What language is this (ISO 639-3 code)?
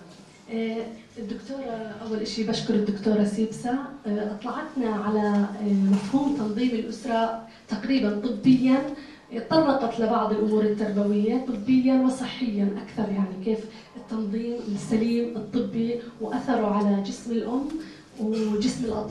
apc